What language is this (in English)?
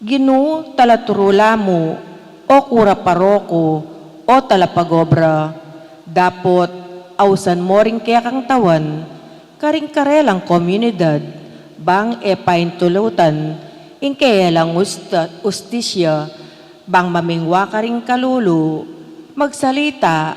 Pampanga